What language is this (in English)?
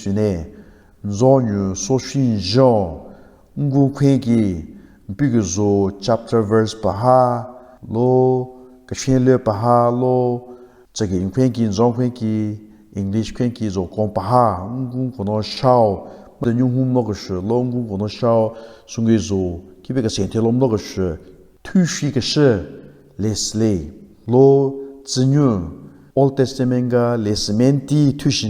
Southern Rengma Naga